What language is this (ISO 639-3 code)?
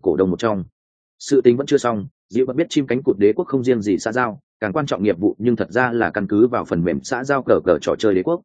vie